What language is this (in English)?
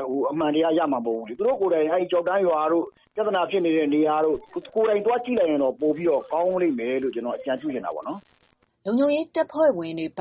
Burmese